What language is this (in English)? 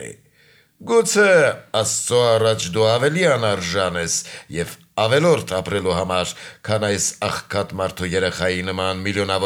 Armenian